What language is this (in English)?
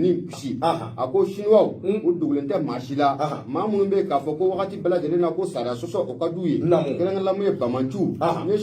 Bambara